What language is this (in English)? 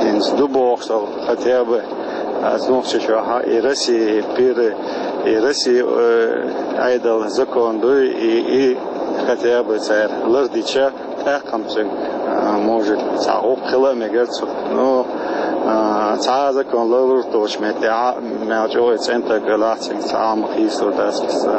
Chechen